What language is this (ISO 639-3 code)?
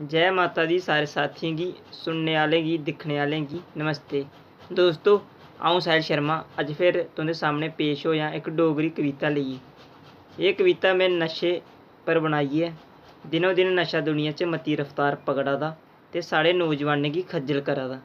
doi